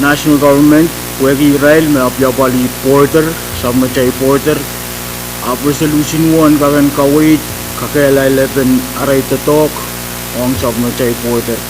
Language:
Pohnpeian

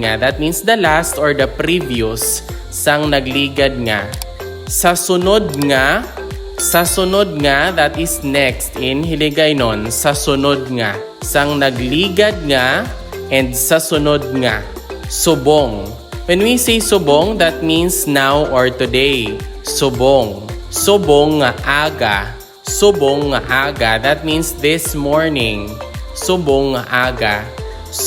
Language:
Hiligaynon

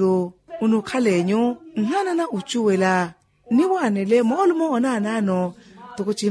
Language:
Makhuwa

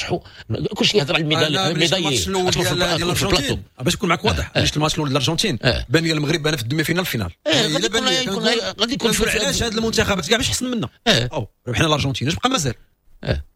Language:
Moroccan Arabic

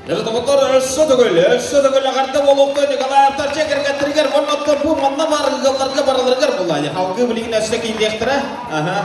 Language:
Yakut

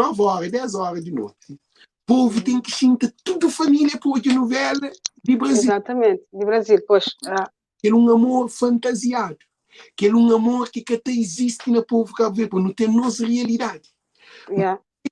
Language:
Kabuverdianu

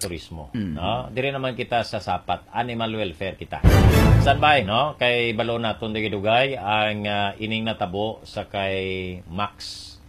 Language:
Hiligaynon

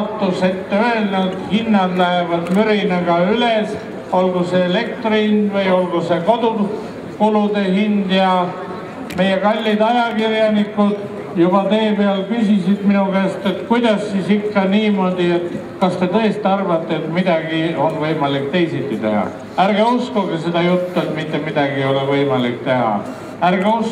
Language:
Estonian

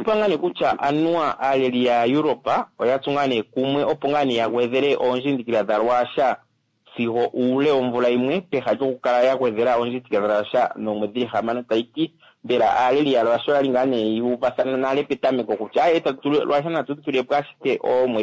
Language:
Kuanyama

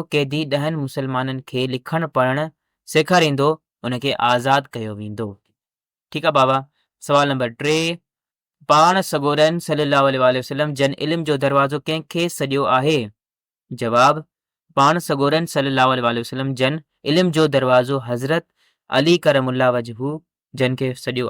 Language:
Sindhi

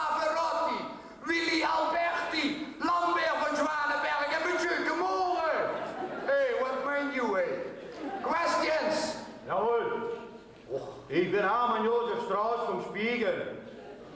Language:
Limburgish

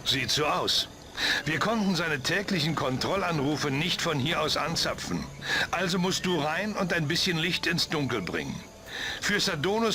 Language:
Bavarian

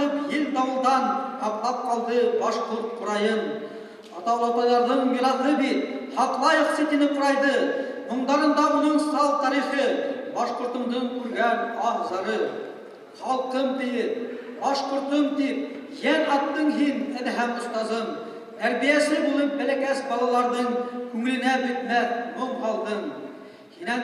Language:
Bashkir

